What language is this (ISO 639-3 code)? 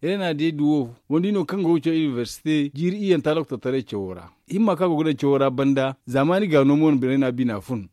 dje